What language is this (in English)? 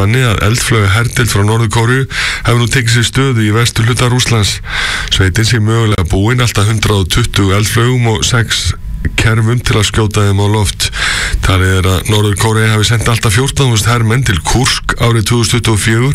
Icelandic